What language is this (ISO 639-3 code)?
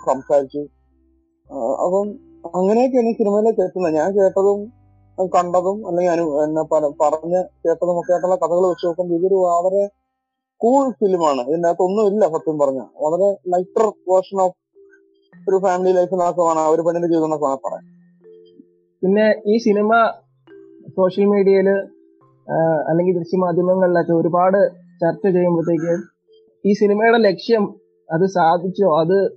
mal